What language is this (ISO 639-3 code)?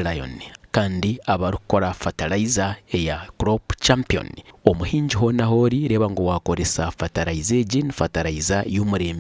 nyn